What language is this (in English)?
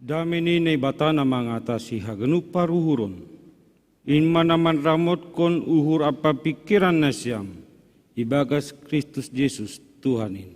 Batak Simalungun